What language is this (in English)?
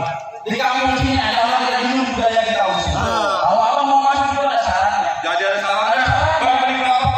Betawi